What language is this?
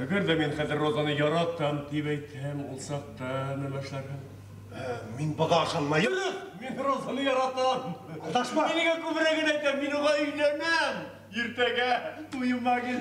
Bashkir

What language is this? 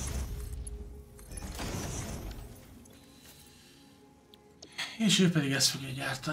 Hungarian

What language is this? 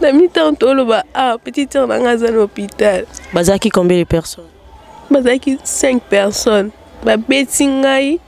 Lingala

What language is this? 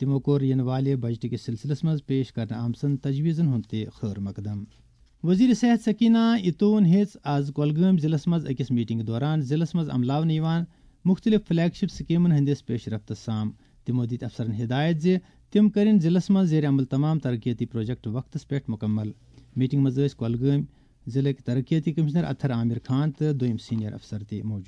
Kashmiri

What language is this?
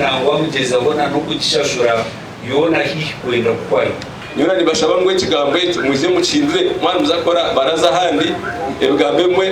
Nyankole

